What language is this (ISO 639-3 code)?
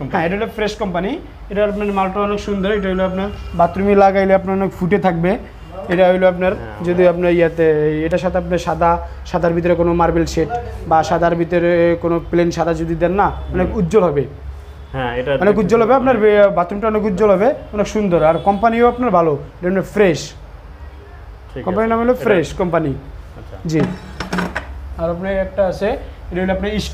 ben